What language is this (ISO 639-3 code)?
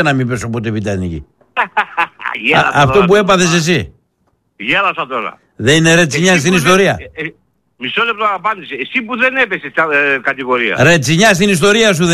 ell